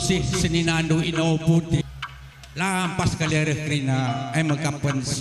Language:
Batak Karo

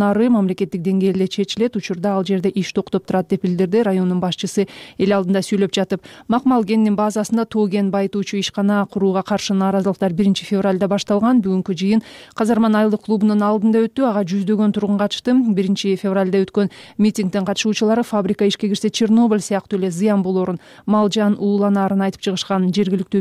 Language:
Kyrgyz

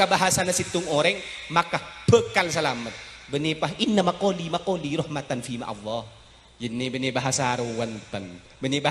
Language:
Madurese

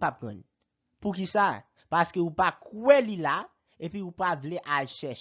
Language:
Haitian Creole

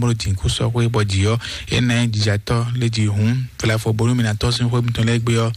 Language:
Fon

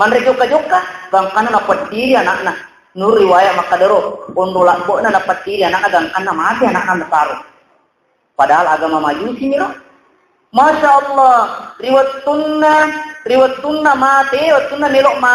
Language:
Buginese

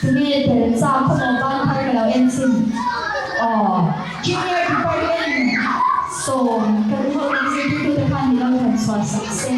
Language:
Mizo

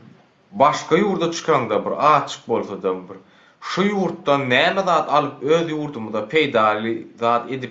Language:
Turkmen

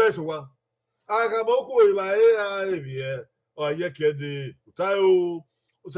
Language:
Bini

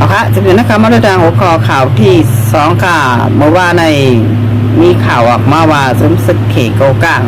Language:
Shan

